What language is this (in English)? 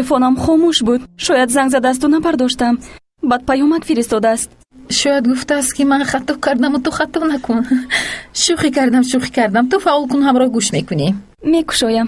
Tajik